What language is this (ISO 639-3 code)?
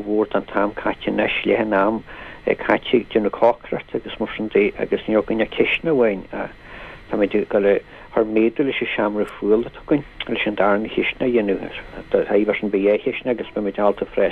gle